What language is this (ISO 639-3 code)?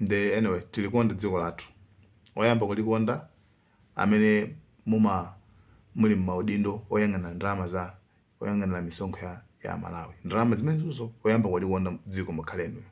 nya